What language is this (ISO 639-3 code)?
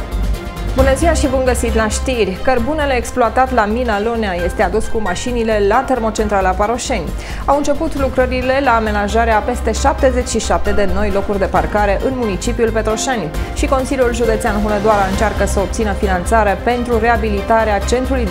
ron